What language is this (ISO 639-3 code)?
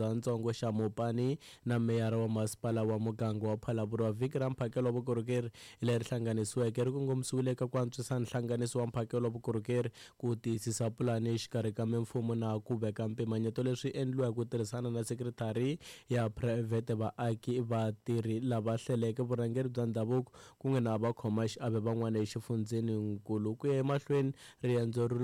tso